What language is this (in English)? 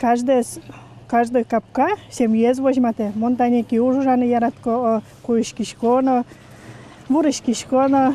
Udmurt